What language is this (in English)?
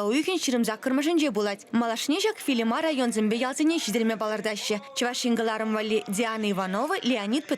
Chuvash